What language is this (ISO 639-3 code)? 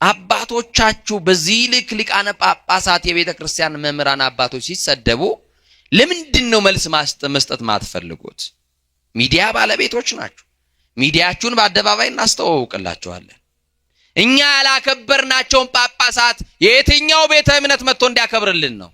amh